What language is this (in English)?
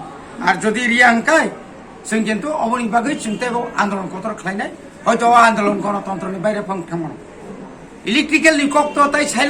Kok Borok